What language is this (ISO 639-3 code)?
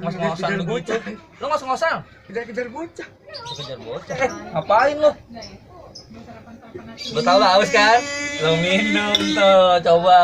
bew